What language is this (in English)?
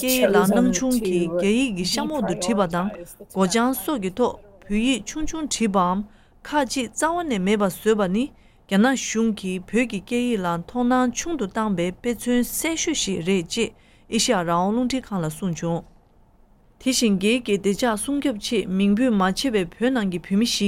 Tibetan